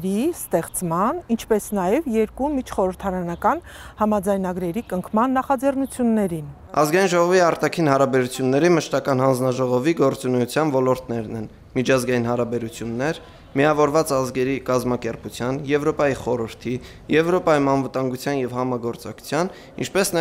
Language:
Armenian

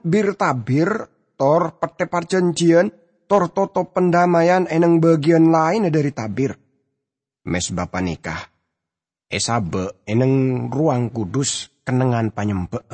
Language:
Madurese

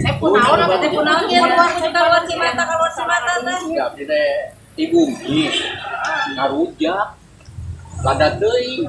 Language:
Sundanese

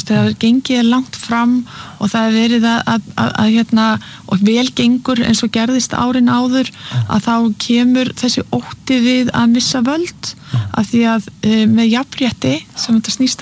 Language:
Icelandic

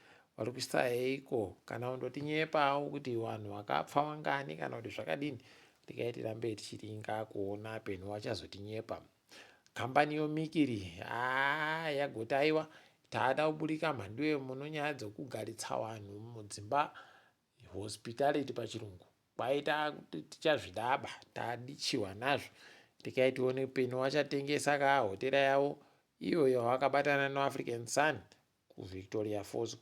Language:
Ndau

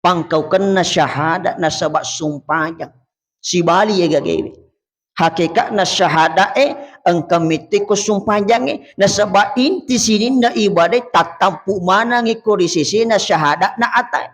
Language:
Buginese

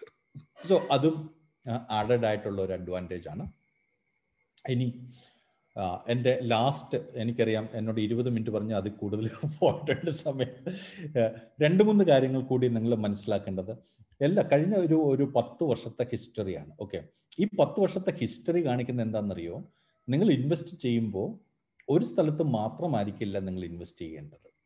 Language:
Malayalam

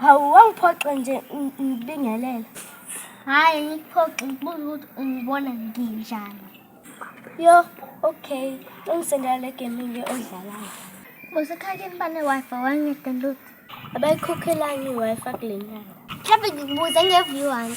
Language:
Zulu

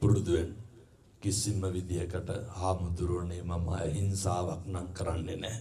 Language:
Sinhala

